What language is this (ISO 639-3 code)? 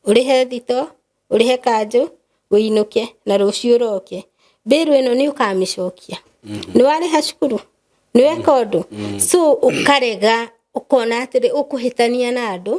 kik